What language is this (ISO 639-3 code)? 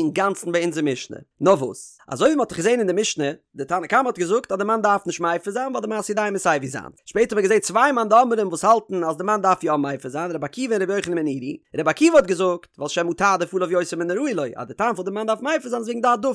yid